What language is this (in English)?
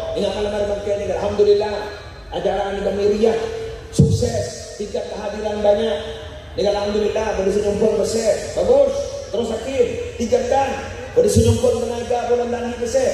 Madurese